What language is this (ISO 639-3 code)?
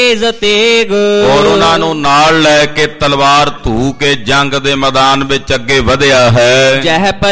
pan